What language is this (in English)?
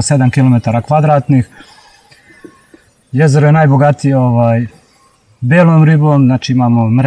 Serbian